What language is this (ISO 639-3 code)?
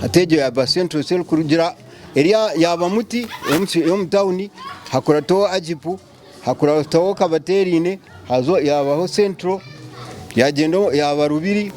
nyn